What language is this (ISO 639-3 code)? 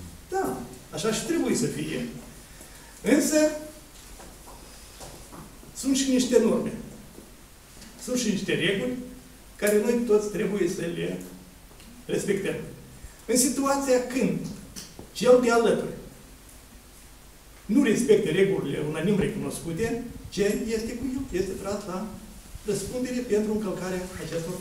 ron